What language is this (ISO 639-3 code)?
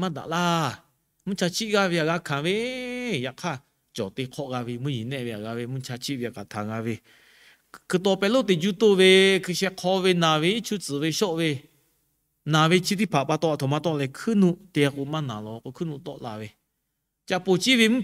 lhu